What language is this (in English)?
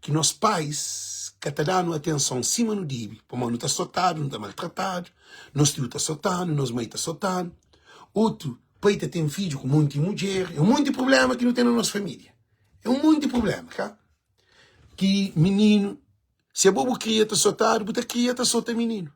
Kabuverdianu